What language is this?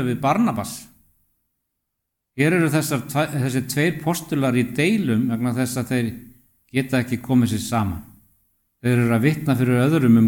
Icelandic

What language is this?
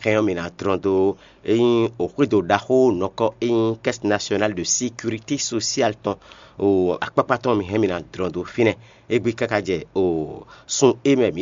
Fon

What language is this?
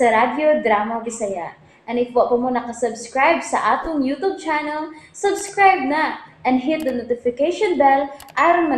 Cebuano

